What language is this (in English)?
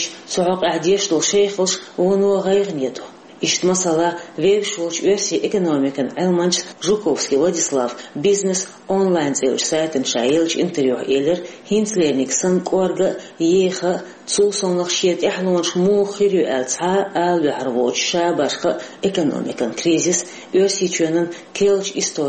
Chechen